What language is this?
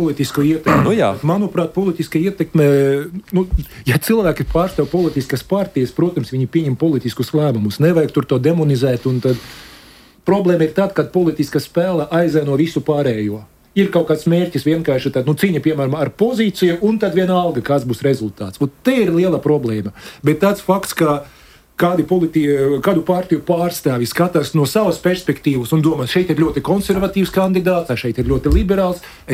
Latvian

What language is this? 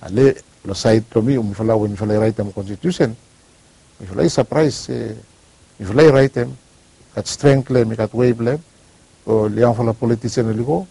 Bislama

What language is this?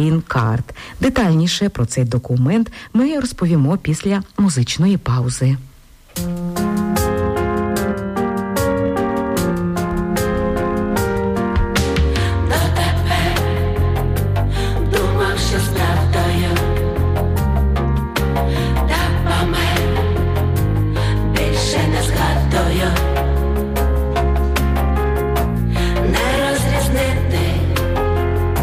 Ukrainian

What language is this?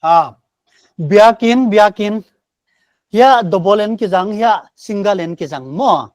Paite Chin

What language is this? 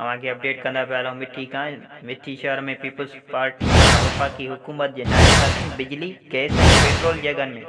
Sindhi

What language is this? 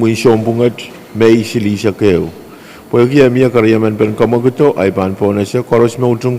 Pohnpeian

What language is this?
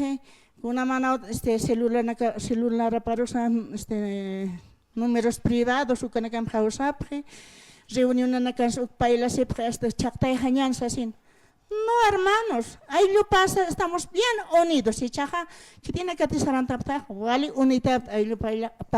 Aymara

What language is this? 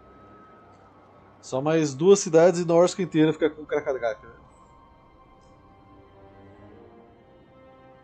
Portuguese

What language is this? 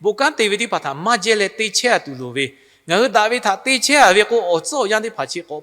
Lahu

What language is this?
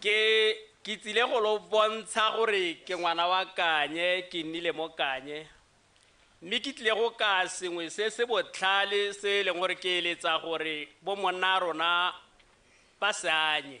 Tswana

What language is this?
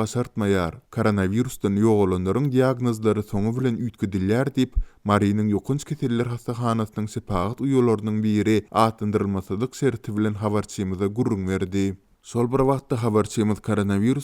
Turkmen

